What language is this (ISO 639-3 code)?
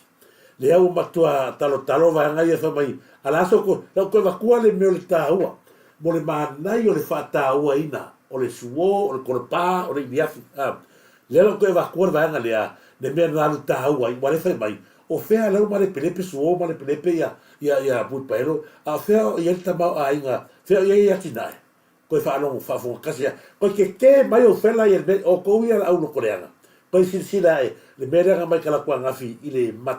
smo